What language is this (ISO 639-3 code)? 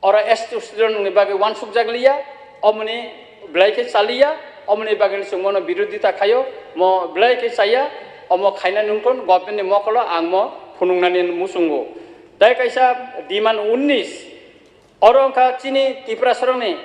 trp